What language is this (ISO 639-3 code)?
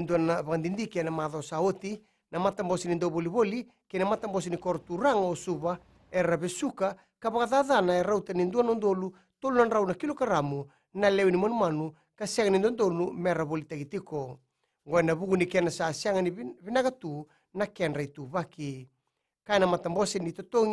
fij